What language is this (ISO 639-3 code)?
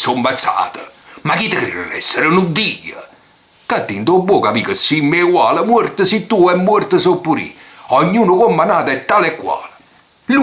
nap